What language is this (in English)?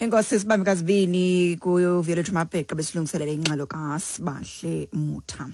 Xhosa